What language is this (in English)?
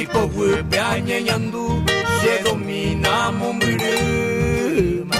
Guarani